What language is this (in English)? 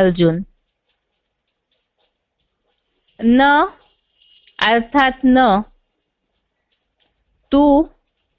Hindi